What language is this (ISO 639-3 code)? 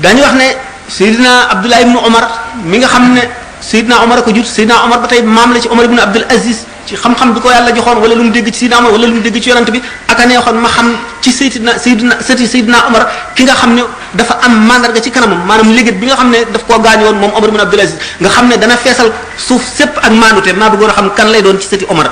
wol